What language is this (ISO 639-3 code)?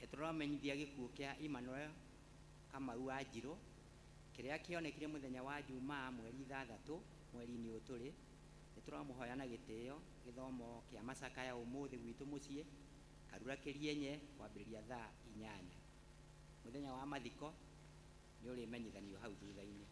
kik